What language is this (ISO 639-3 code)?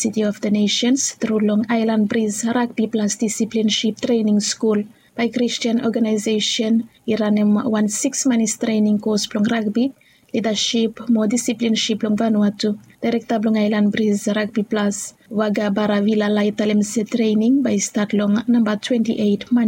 bis